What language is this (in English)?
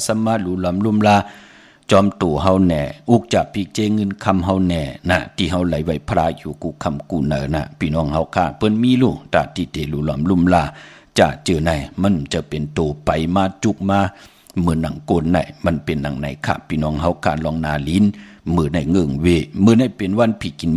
Shan